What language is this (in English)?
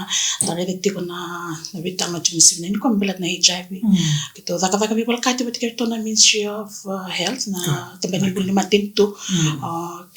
Fijian